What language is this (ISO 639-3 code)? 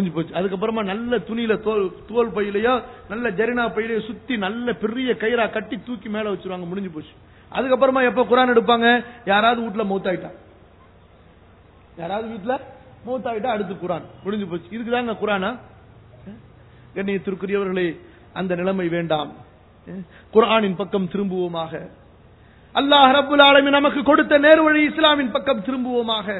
tam